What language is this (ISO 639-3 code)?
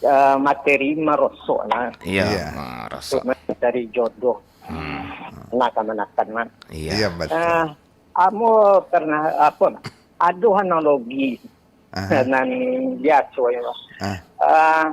min